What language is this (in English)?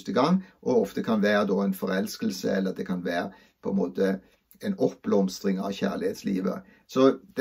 Norwegian